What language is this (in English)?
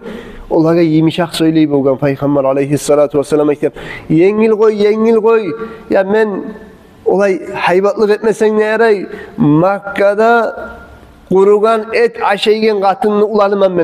Kumyk